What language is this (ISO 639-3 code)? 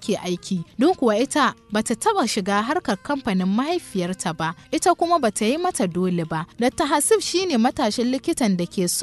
hau